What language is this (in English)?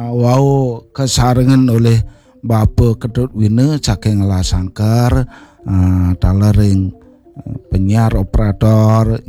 Balinese